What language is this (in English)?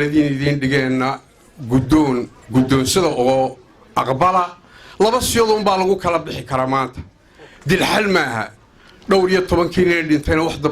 Somali